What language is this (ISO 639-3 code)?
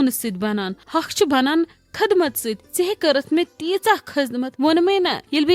kas